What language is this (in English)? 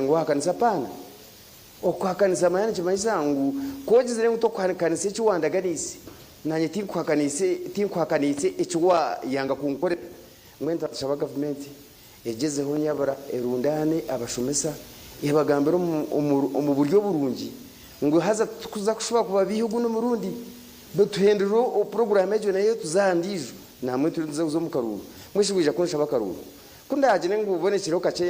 Nyankole